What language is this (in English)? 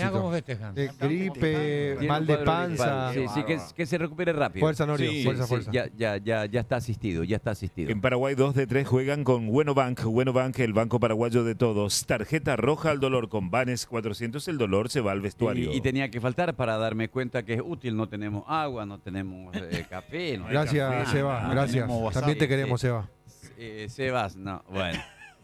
Spanish